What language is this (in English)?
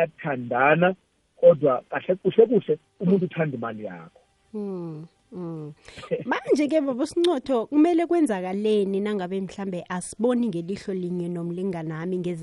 South Ndebele